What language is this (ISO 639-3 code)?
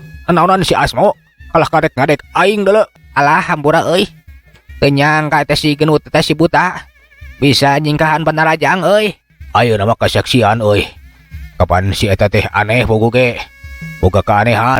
sun